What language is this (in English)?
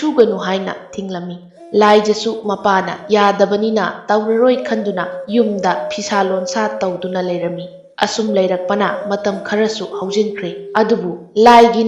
Manipuri